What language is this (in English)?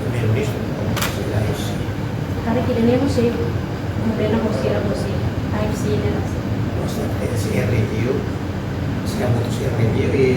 Tetum